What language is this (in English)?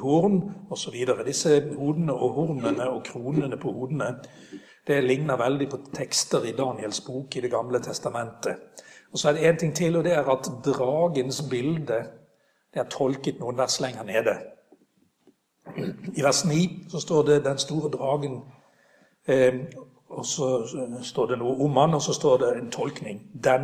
Norwegian